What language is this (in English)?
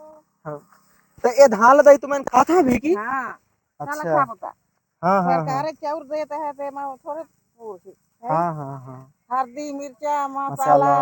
Chhattisgarhi